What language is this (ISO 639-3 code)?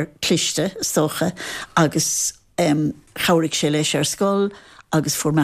gle